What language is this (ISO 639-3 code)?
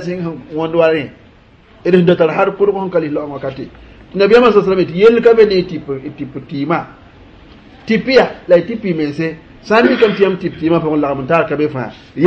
mos